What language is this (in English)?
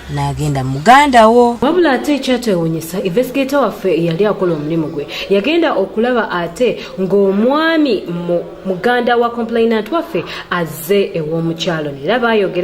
Ganda